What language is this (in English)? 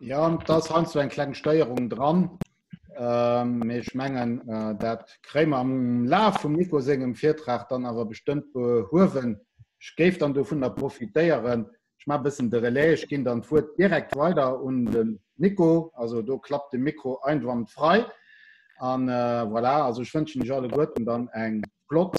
Luxembourgish